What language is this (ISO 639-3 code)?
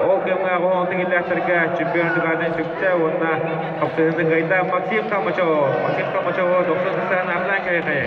sah